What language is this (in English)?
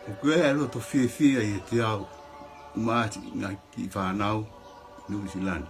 Tongan